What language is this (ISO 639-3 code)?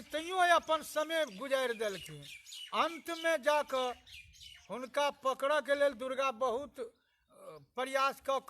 mai